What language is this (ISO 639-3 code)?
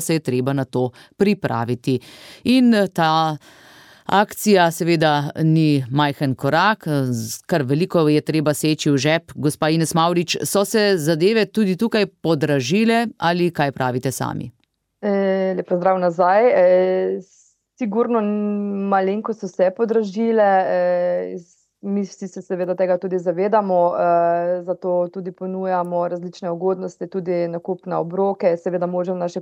slv